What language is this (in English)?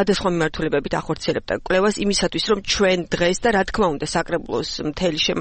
Georgian